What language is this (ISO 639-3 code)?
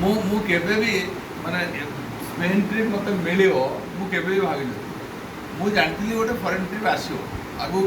ori